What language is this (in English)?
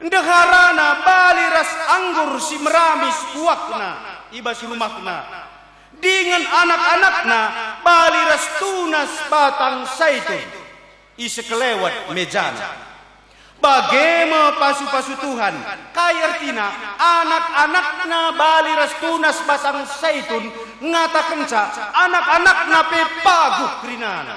Batak Karo